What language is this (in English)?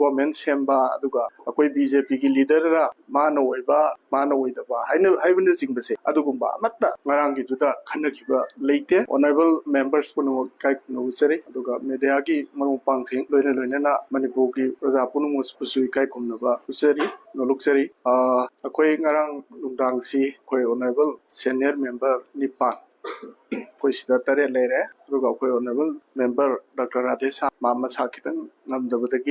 Manipuri